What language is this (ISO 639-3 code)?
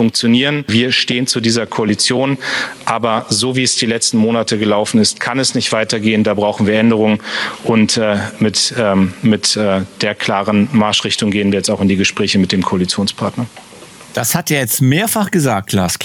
deu